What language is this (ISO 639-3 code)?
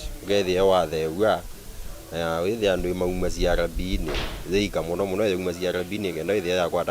kam